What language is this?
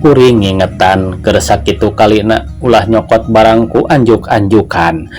Sundanese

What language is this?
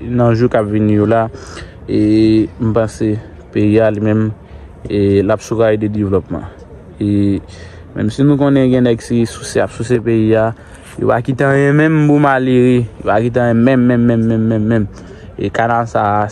Haitian Creole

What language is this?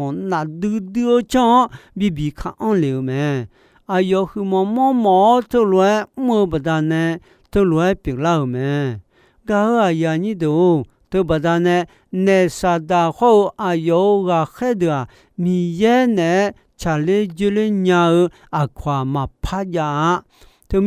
Akha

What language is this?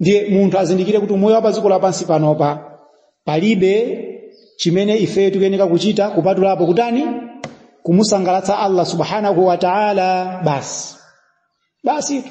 Nyanja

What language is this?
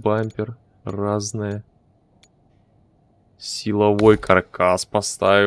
Russian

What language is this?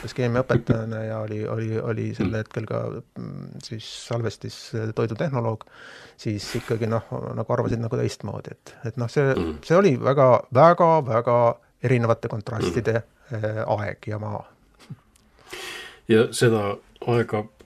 Estonian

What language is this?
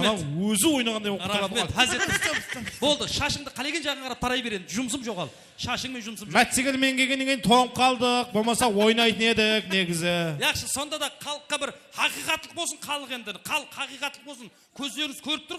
Kara-Kalpak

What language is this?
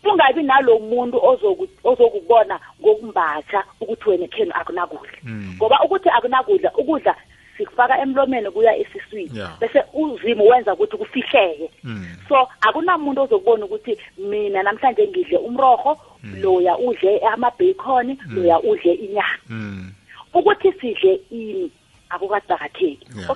South Ndebele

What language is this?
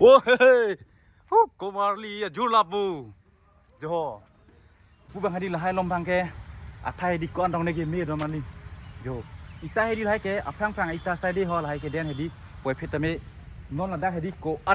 Karbi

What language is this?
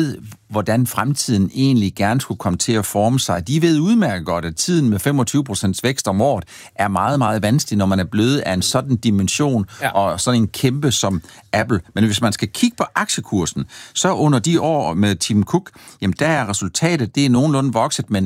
Danish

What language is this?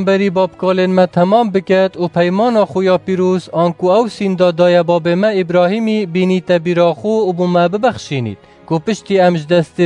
Kurdish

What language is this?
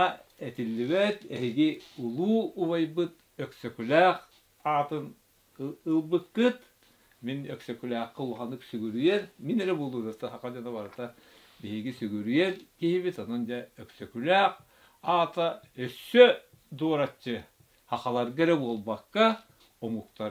Yakut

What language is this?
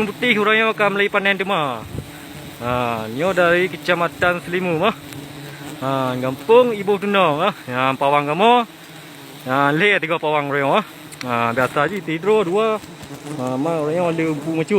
Achinese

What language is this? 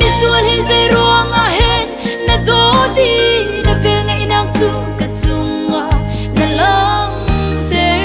Hakha Chin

